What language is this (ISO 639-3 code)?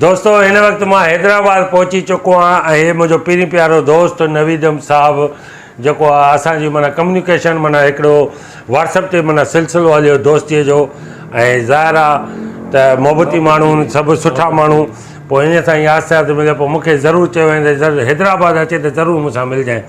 snd